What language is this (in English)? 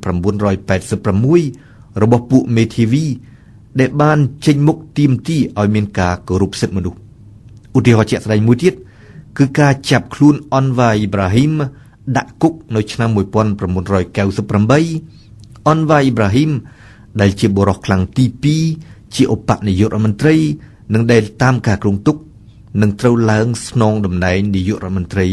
Khmer